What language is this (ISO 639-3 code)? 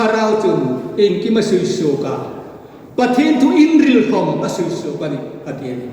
hmr